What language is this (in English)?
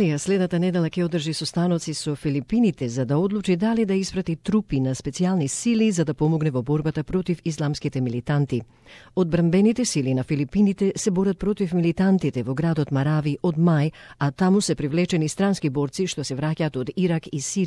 Macedonian